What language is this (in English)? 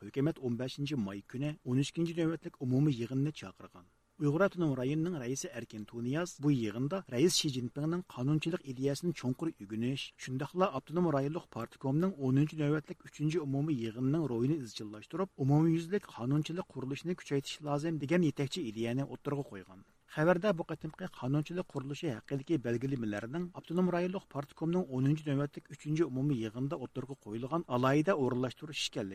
Uyghur